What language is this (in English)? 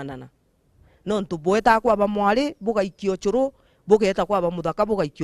Meru